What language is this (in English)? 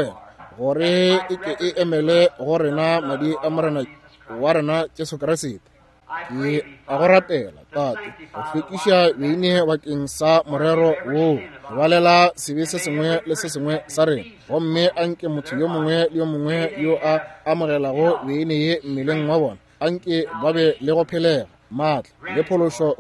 Northern Sotho